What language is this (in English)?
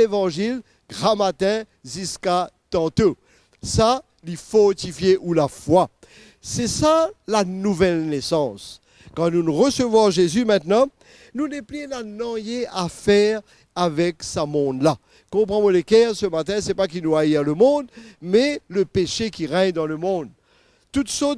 Morisyen